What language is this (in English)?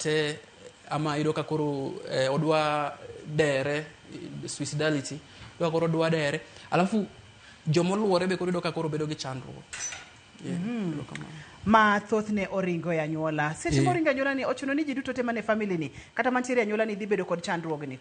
Luo (Kenya and Tanzania)